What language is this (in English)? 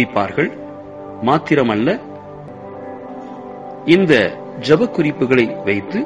Tamil